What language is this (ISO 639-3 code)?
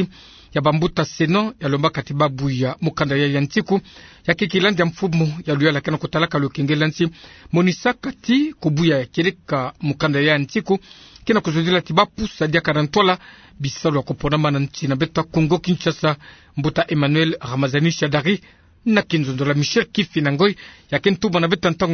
ktu